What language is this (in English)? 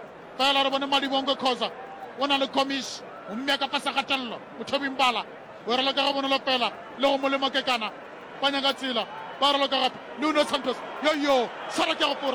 Northern Sotho